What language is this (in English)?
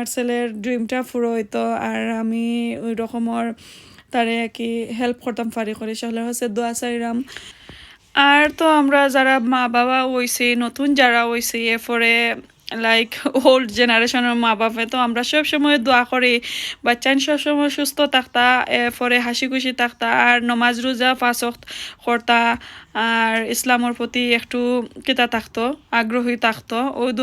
Sylheti